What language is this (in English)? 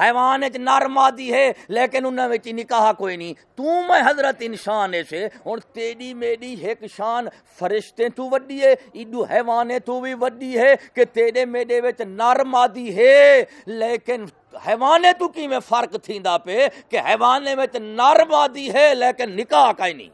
Saraiki